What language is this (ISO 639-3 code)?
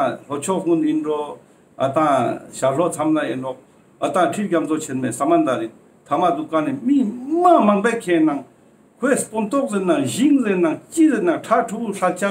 lbj